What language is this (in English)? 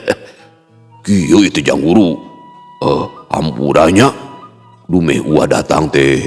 Sundanese